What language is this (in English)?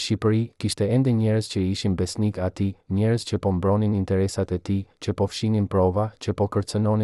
Albanian